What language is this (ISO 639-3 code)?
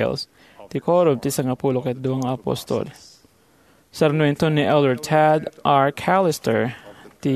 ilo